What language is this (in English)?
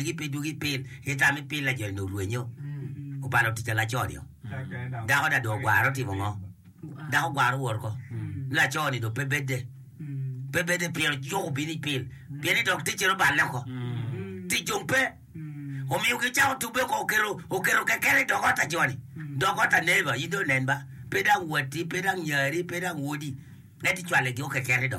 Acoli